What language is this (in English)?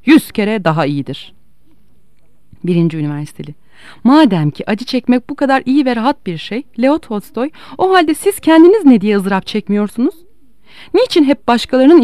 Turkish